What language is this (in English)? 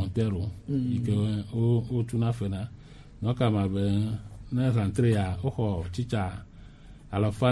Gen